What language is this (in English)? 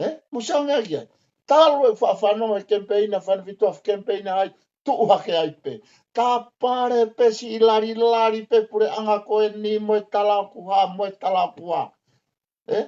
Tongan